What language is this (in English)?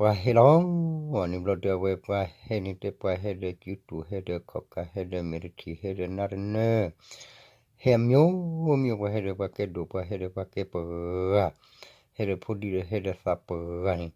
S'gaw Karen